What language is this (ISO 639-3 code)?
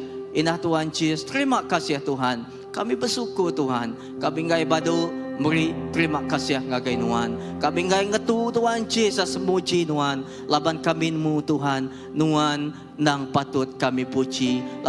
iba